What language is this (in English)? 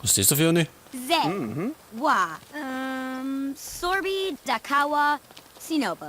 Bavarian